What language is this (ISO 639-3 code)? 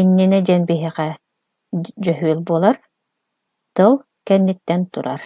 sah